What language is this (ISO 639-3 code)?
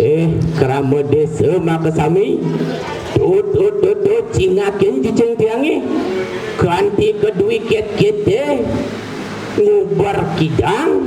ban